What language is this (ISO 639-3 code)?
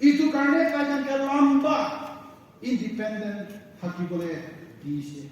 nag